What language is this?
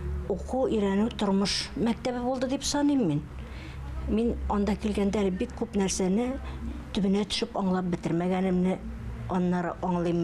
Tatar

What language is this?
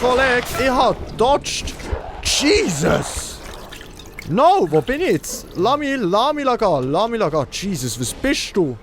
Swiss German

